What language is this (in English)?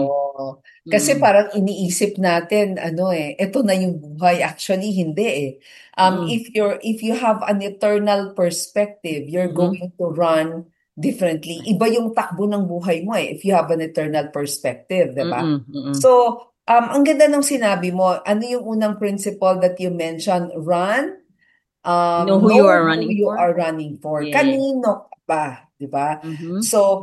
Filipino